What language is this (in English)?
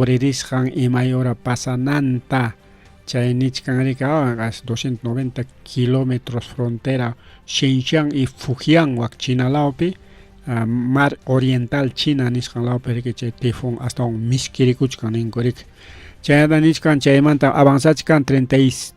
Ayacucho Quechua